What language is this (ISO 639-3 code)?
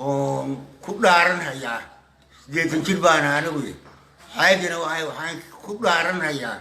som